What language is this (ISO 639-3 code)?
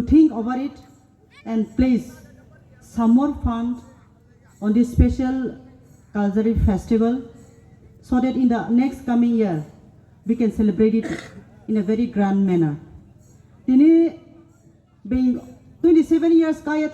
ria